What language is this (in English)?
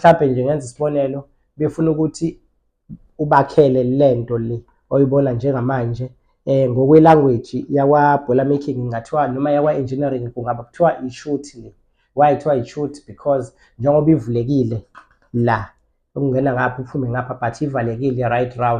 Zulu